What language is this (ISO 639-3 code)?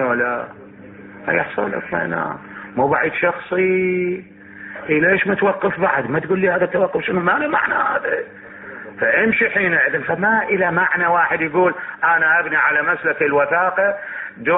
acm